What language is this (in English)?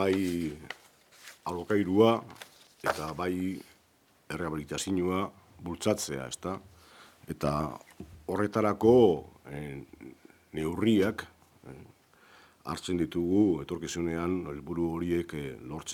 Basque